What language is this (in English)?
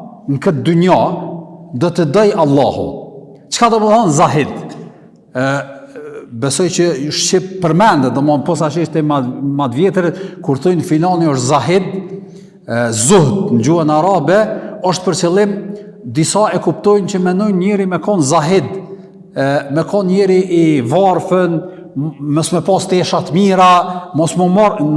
Albanian